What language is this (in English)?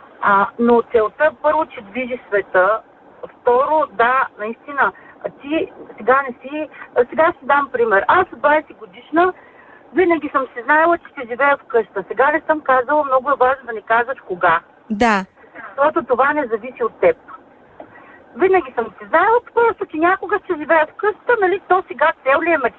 Bulgarian